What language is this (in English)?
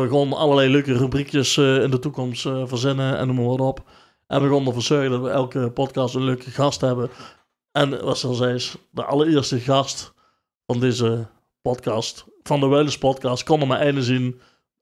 Limburgish